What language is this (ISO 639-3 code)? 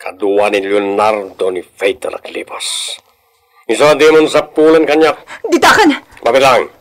ilo